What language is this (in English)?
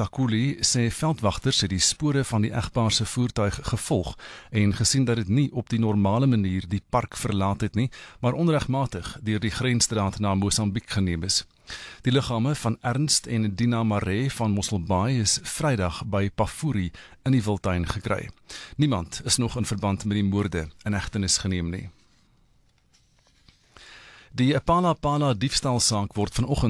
Afrikaans